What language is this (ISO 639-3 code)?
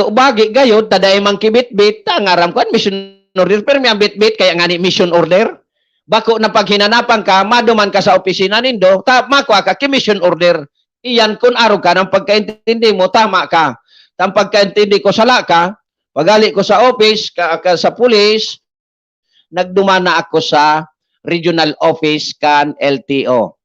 bik